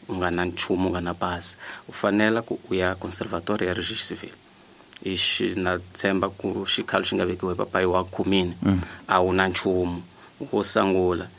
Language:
Tsonga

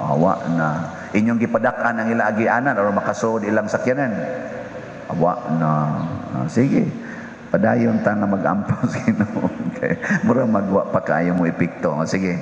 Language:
Cebuano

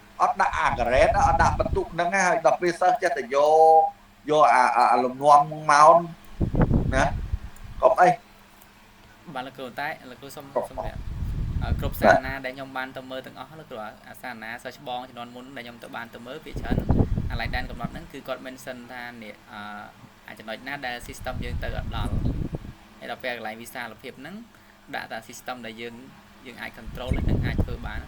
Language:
Khmer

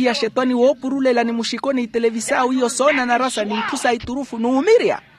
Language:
Makhuwa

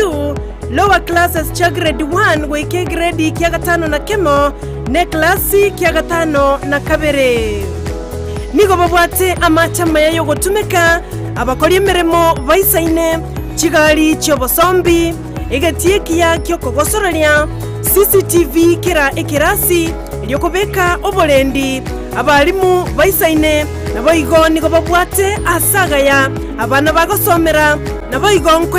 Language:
Gusii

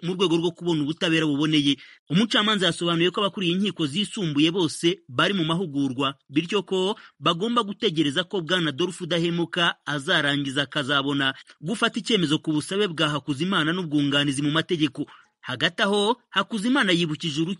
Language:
Kinyarwanda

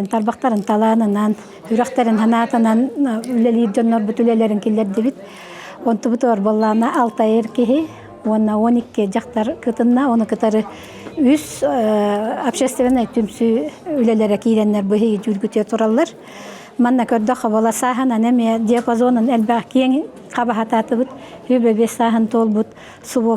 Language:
Yakut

